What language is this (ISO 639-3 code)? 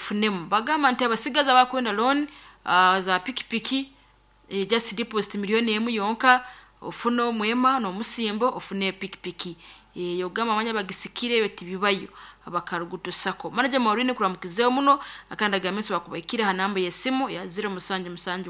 nyn